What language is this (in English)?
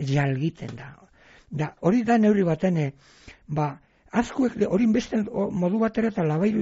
Basque